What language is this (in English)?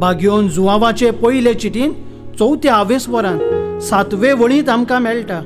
Konkani